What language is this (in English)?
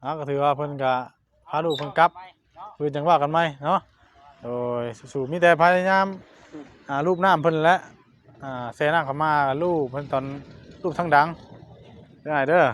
Northeastern Thai